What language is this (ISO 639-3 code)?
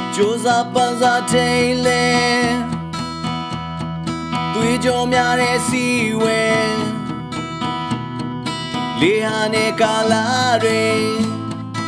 mya